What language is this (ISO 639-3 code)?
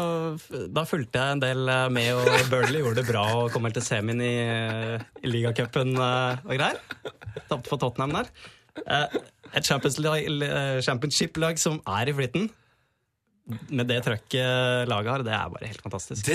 nor